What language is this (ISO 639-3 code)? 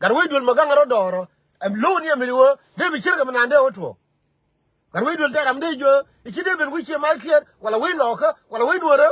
nus